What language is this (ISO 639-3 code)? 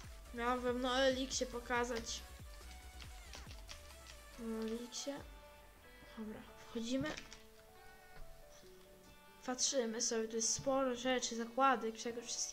pol